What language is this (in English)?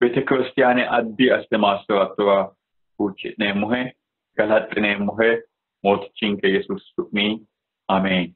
Sidamo